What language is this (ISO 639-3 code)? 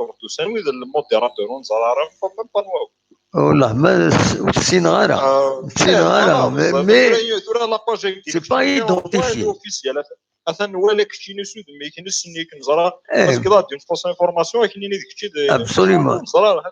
kab